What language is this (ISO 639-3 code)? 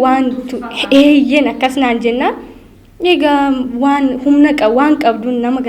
orm